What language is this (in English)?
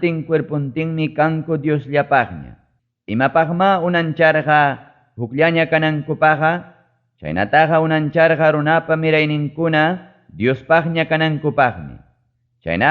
Ayacucho Quechua